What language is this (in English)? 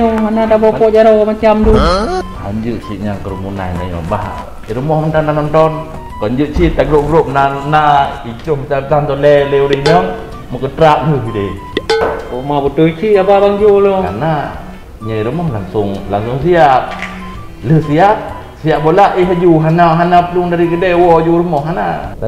Achinese